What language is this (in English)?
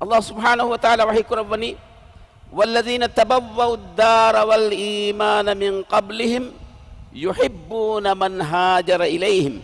Divehi